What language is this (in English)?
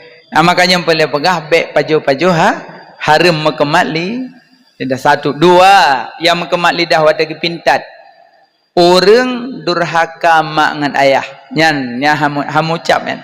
Achinese